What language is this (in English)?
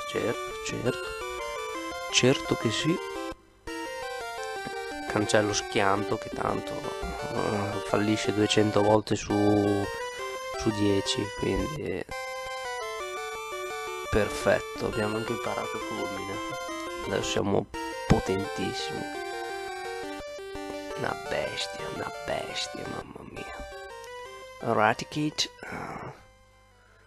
Italian